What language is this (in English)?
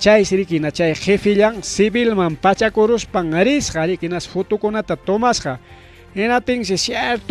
Ayacucho Quechua